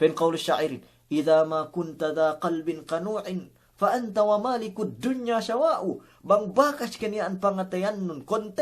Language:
Yakan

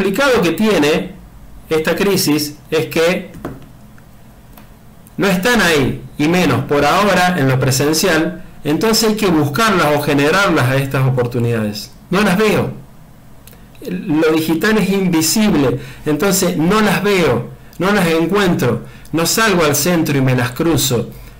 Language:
Spanish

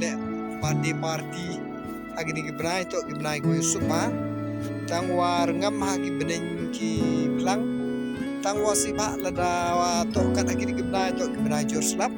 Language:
Khasi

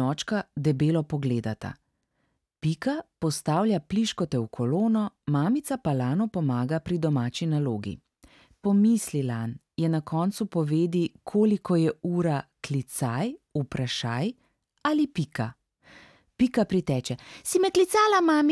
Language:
Slovenian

